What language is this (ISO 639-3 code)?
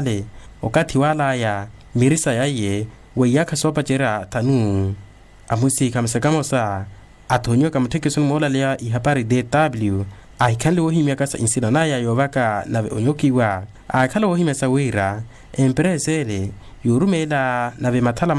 vmw